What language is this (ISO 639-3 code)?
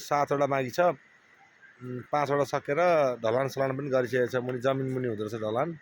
nep